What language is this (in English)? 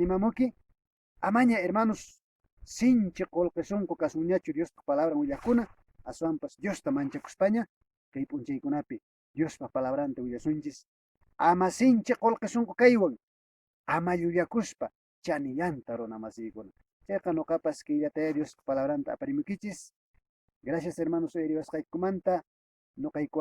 Quechua